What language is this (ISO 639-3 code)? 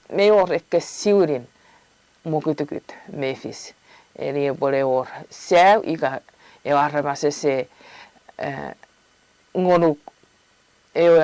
chk